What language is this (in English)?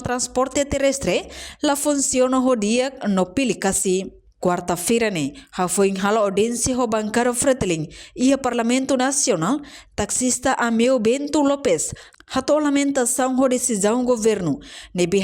Tetum